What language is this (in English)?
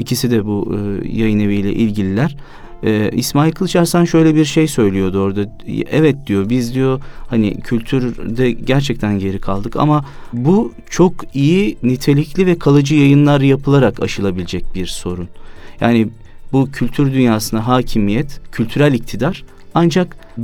Turkish